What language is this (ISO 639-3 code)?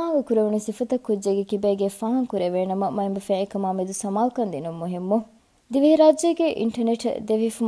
div